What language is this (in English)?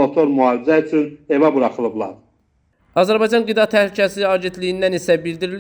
Azerbaijani